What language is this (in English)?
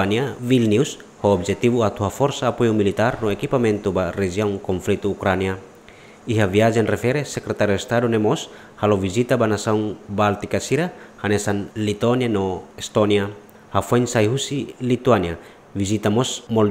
Tetum